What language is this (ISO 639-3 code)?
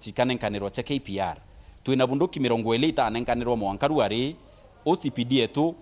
mer